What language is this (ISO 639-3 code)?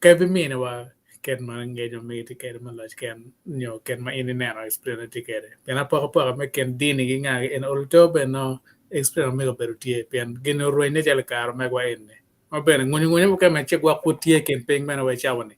ach